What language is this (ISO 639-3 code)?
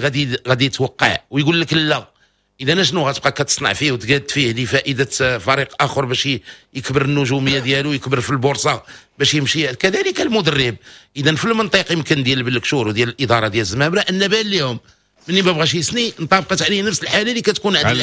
ary